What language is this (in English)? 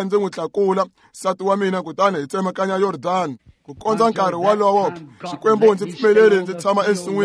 Tsonga